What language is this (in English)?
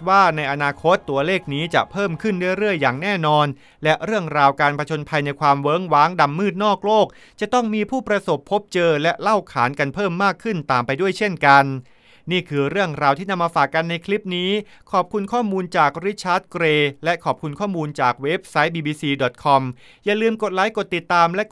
Thai